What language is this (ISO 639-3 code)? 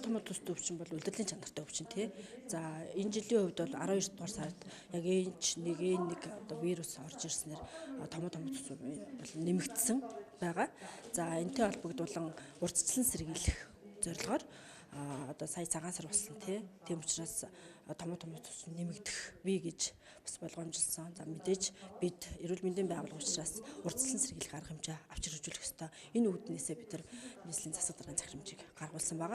mon